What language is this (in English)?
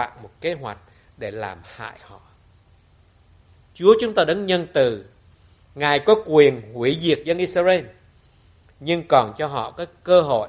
Vietnamese